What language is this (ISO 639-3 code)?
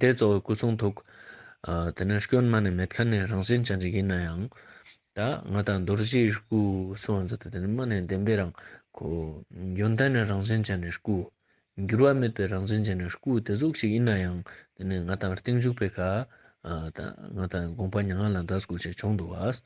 lbj